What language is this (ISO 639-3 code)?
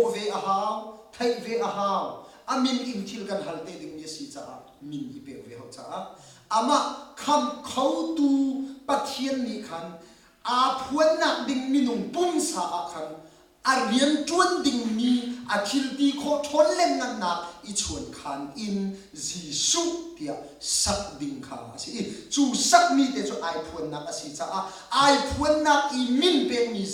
cnh